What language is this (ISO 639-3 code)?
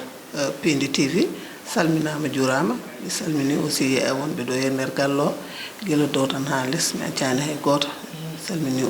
ful